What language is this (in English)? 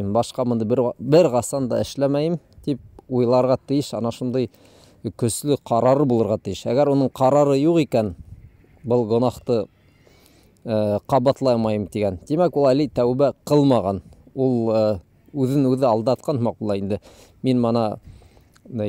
Bashkir